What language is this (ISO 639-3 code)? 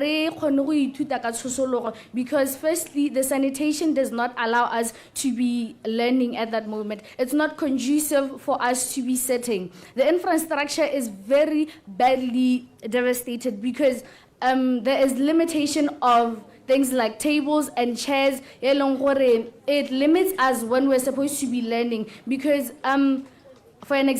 tsn